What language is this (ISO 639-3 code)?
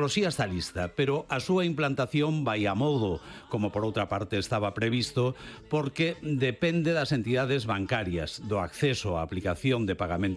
glg